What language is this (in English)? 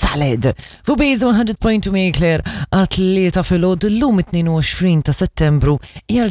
Maltese